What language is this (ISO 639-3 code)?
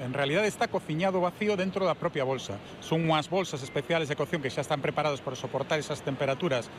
glg